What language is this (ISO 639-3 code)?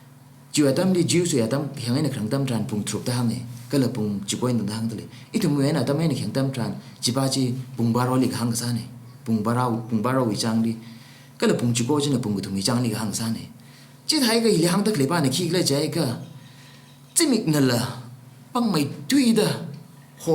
nmf